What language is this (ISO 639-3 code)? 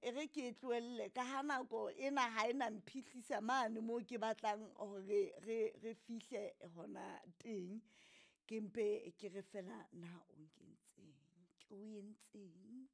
sot